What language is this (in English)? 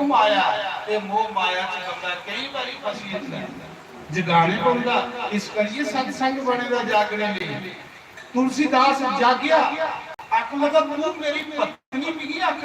Dogri